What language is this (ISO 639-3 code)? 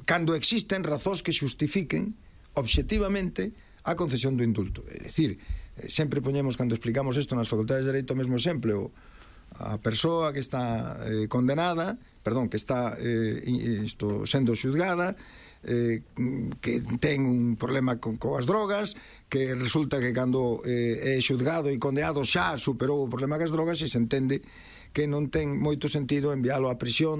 glg